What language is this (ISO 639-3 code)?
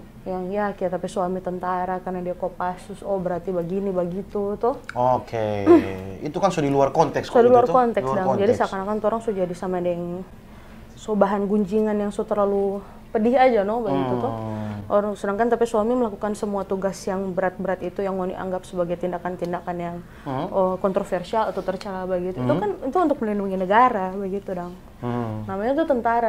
xmm